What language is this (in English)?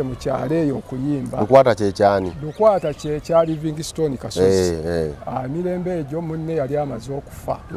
Ganda